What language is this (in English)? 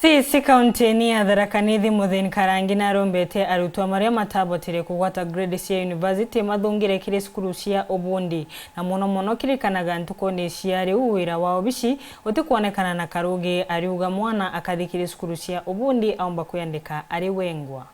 Meru